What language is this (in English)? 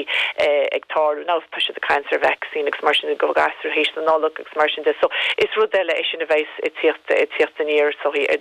Irish